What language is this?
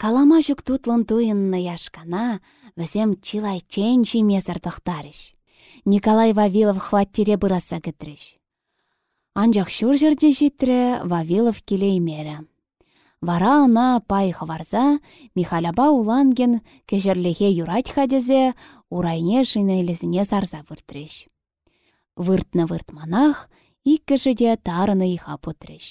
Chuvash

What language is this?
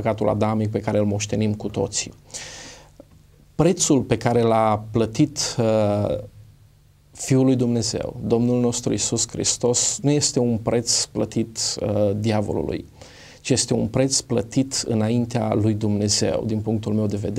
Romanian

